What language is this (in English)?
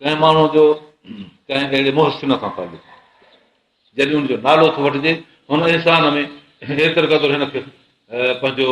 Sindhi